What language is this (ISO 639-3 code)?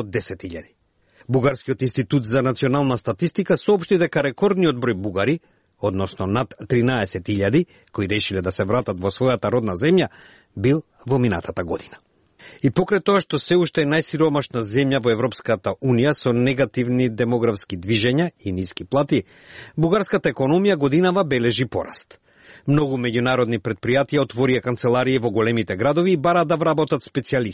mkd